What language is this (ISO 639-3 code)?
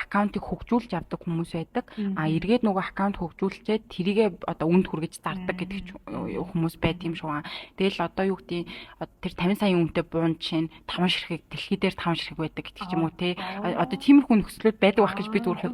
mon